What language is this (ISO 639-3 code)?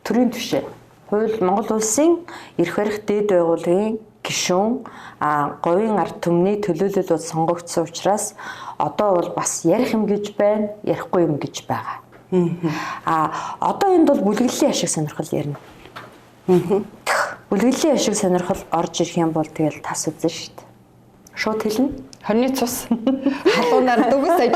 mon